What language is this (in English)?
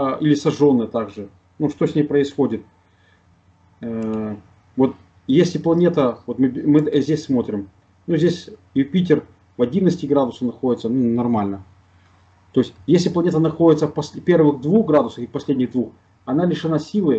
Russian